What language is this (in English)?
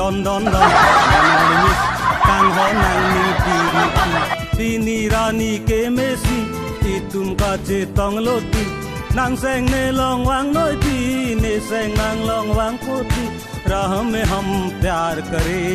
Karbi